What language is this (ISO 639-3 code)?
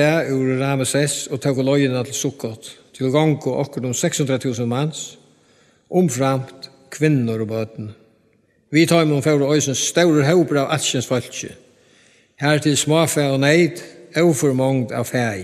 fao